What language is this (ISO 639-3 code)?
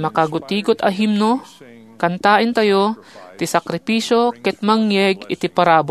ilo